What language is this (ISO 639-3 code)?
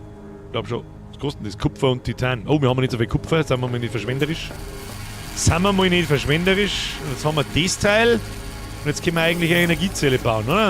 bar